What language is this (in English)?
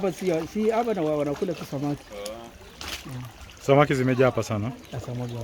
Swahili